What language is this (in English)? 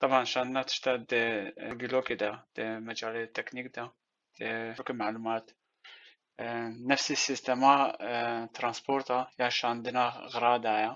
Kurdish